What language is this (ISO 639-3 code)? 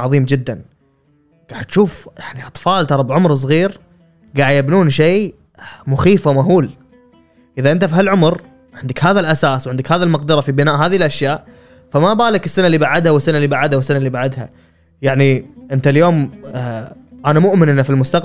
afb